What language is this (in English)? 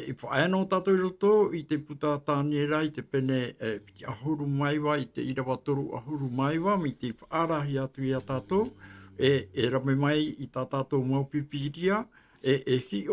Tahitian